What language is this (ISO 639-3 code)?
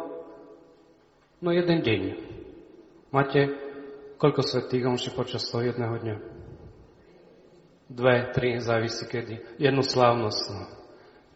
slk